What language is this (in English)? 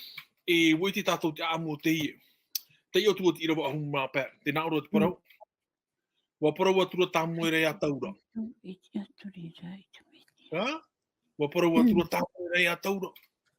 Tahitian